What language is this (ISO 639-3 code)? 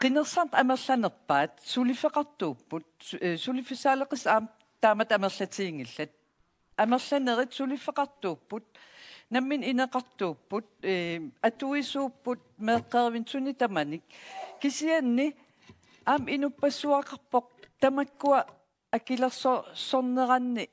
kal